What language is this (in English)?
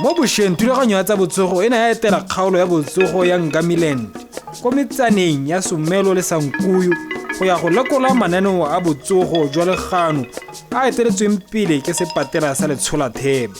Tswana